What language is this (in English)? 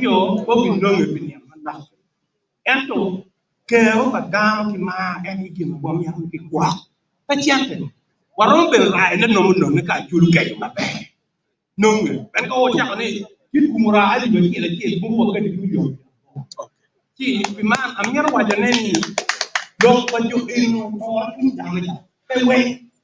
Acoli